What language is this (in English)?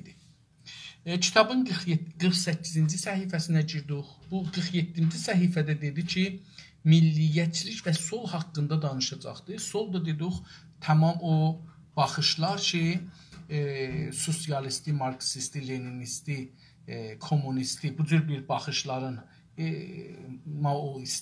South Azerbaijani